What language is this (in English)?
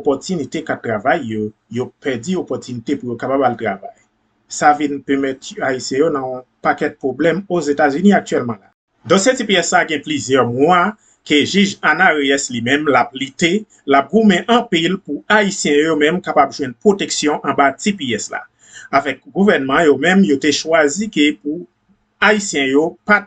Haitian Creole